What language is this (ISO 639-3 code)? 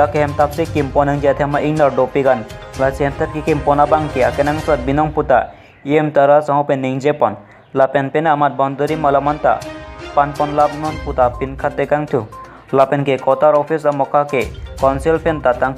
mjw